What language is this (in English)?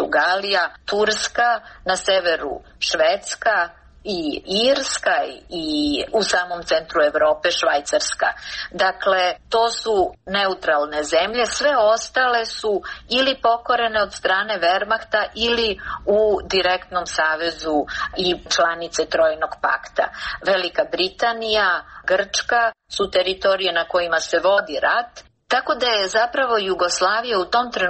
Serbian